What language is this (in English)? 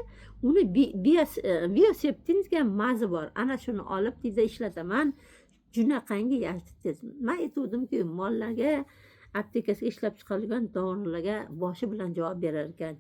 Uzbek